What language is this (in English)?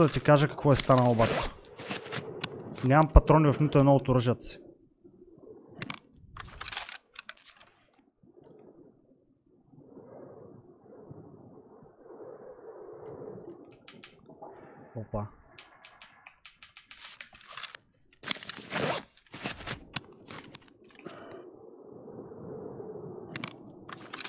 Bulgarian